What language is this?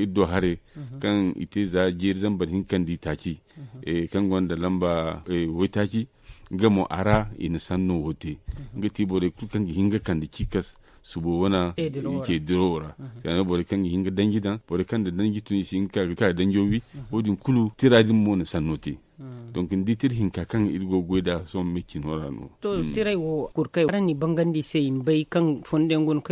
Zarma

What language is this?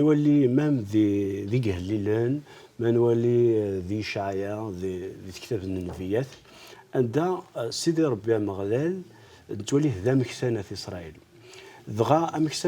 Kabyle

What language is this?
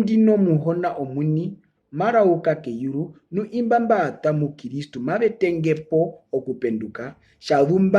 Herero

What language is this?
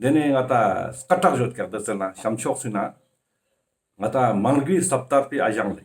Ladakhi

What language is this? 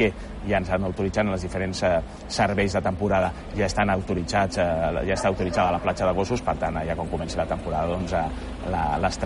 Catalan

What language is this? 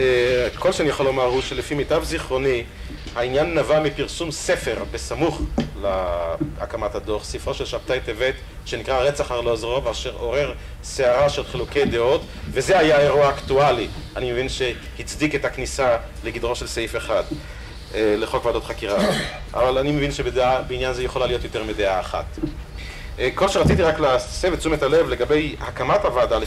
Hebrew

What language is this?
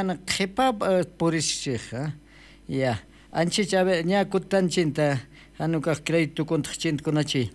South Bolivian Quechua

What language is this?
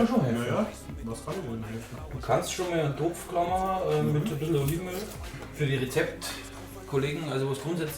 Bavarian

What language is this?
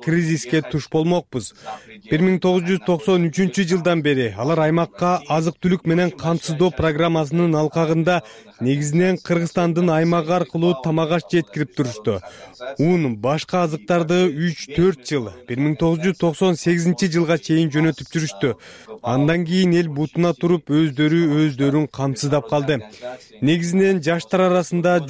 Kyrgyz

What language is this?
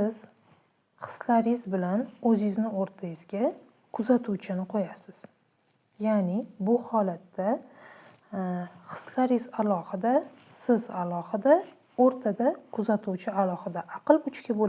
Uzbek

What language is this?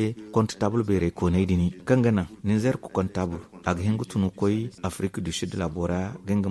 Zarma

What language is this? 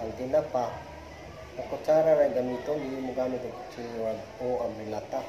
Cebuano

